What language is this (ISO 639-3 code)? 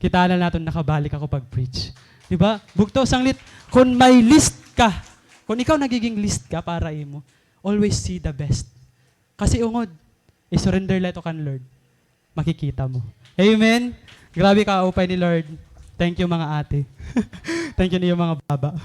war